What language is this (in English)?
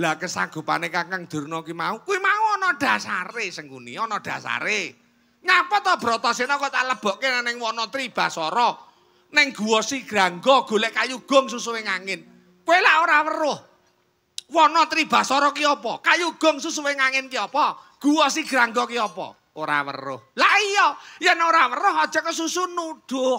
Javanese